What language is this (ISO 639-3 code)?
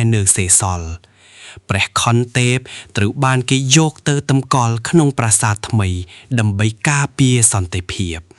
khm